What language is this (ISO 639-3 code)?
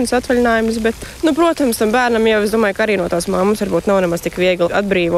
lav